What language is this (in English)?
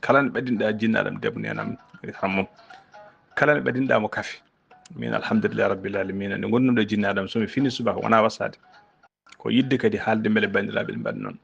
Fula